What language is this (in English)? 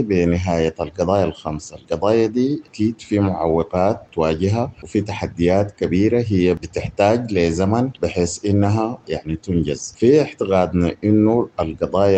Sudanese Arabic